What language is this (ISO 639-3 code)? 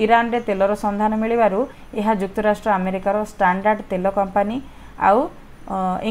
ori